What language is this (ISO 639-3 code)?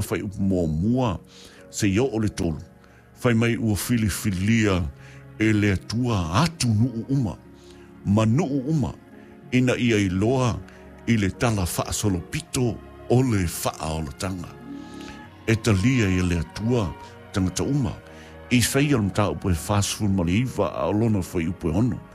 smo